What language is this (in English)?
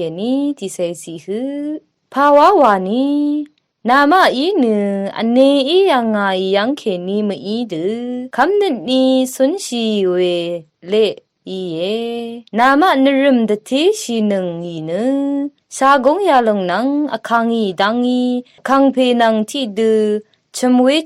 Rawang